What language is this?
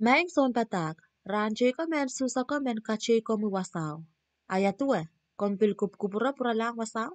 Pohnpeian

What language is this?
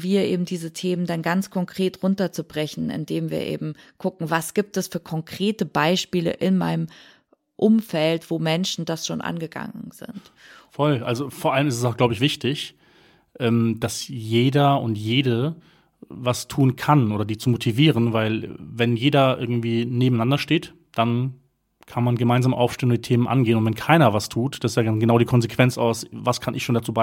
German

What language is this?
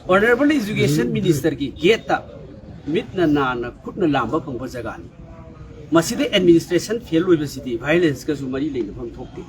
Manipuri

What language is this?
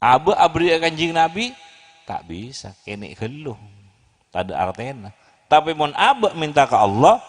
Madurese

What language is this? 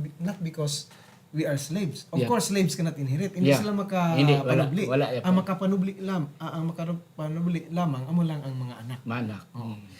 Hiligaynon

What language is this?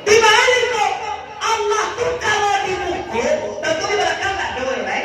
Minangkabau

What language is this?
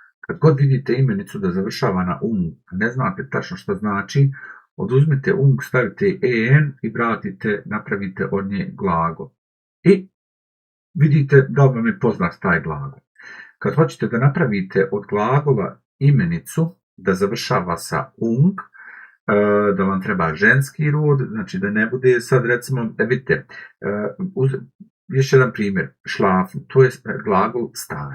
Bosnian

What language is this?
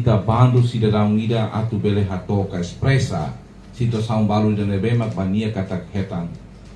Tetum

